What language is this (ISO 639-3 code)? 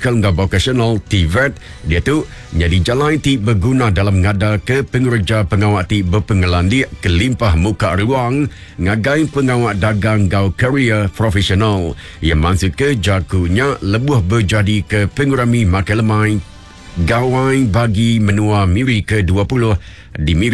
iba